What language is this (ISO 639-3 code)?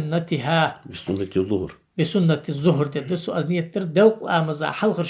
inh